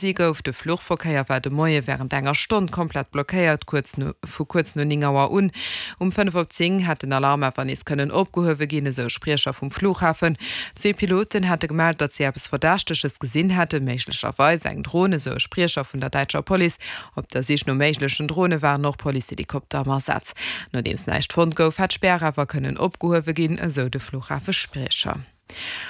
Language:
Luxembourgish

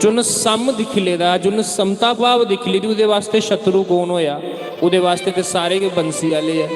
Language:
Dogri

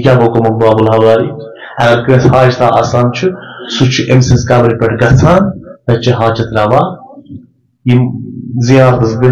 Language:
Kashmiri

